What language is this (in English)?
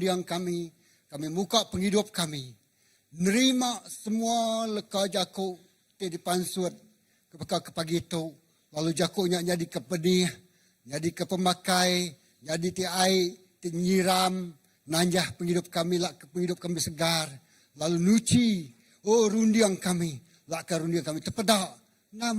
Iban